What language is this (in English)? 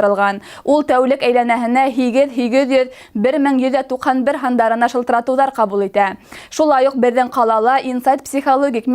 Bashkir